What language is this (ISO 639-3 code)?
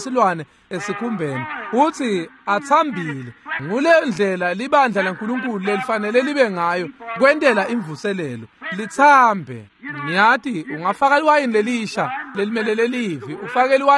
ssw